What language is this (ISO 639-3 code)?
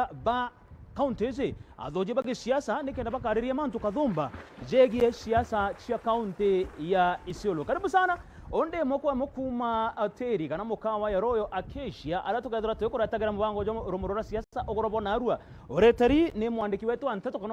mer